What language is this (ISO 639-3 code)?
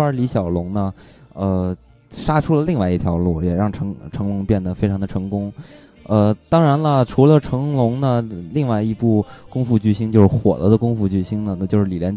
zho